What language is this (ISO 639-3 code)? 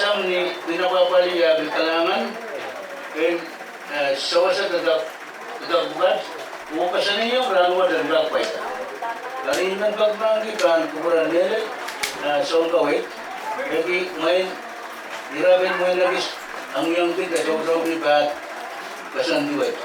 pon